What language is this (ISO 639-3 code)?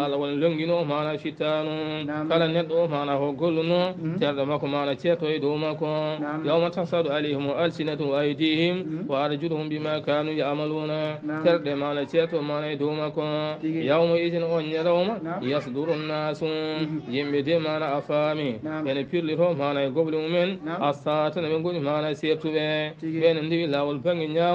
ful